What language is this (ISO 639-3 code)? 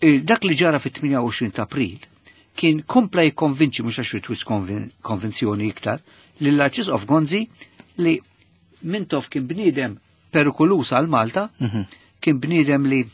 mlt